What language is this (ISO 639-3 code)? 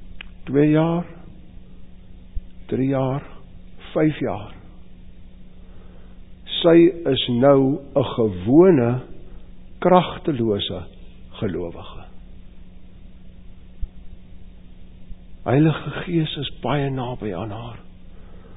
afr